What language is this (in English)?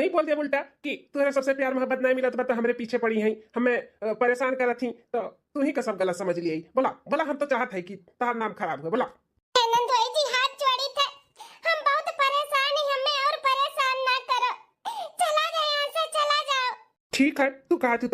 Bhojpuri